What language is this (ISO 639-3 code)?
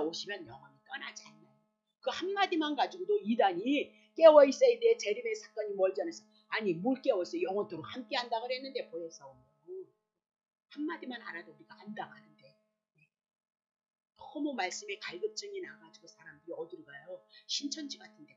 kor